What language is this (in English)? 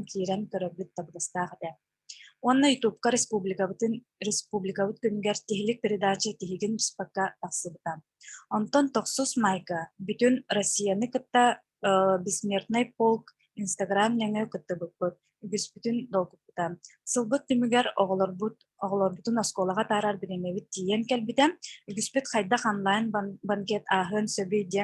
Yakut